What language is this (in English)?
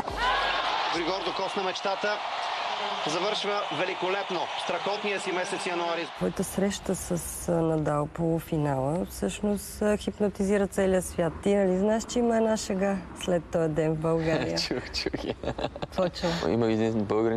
Bulgarian